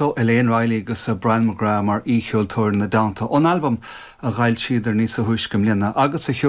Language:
Irish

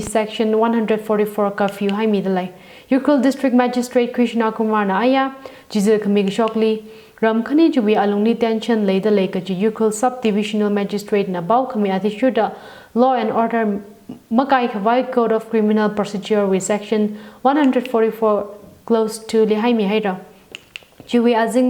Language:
Tangkhul Naga (India)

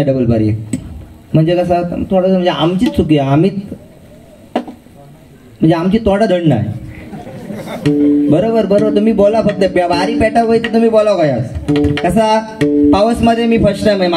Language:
Marathi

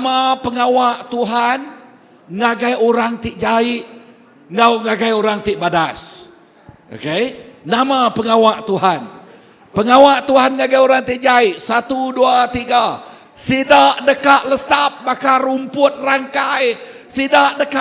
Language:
Iban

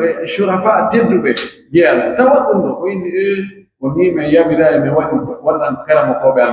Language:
Pular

